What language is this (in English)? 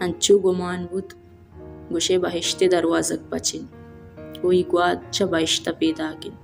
Baluchi